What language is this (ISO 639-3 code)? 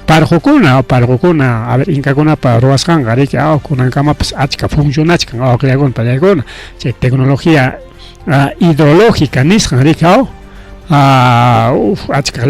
quy